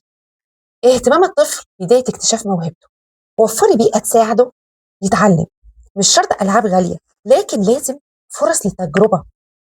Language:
Egyptian Arabic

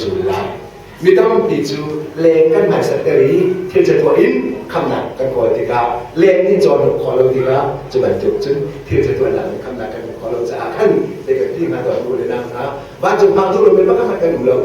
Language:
Hakha Chin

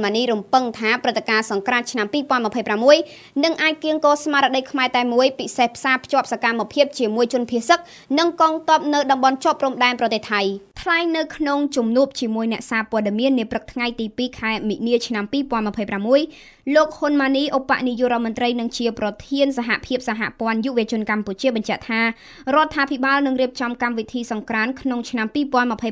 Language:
Khmer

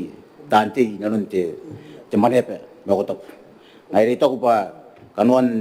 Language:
Gilbertese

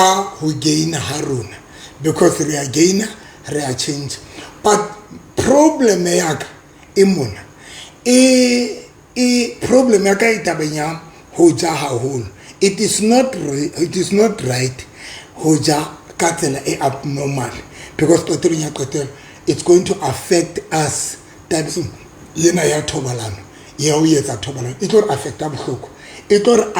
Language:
Southern Sotho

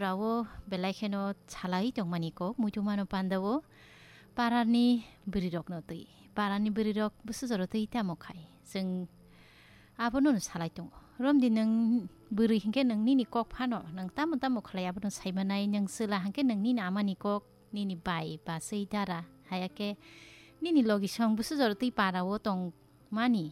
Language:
Kok Borok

